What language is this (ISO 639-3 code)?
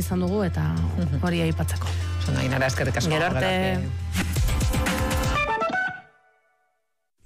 eus